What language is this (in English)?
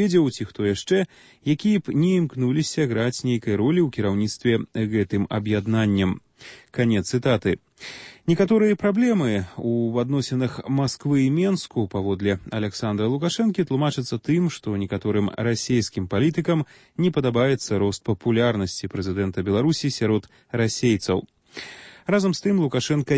Belarusian